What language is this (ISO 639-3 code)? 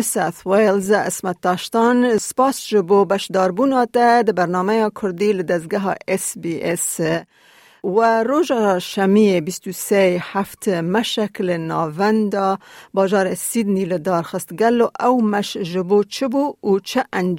kur